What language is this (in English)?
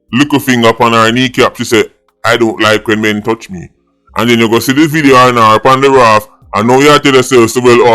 Jamaican Creole English